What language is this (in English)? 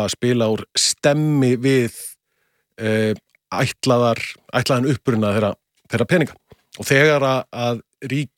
Icelandic